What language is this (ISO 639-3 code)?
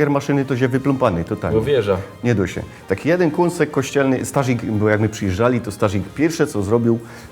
szl